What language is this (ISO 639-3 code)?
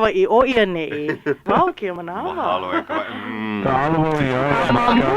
haw